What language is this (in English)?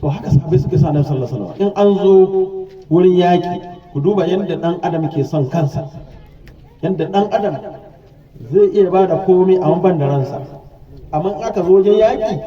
Hausa